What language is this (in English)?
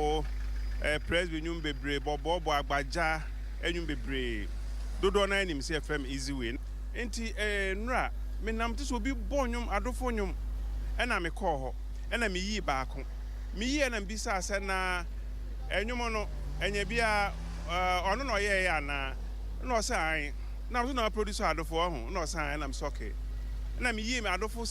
Akan